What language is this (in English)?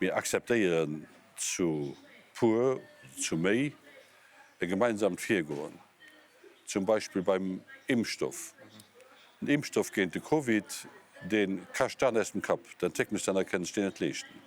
Luxembourgish